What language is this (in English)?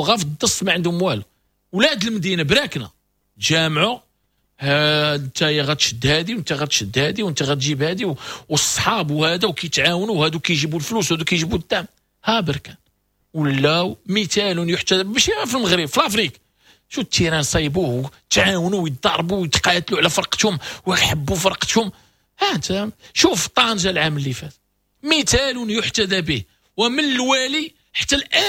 Moroccan Arabic